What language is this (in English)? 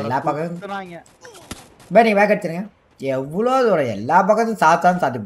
Tamil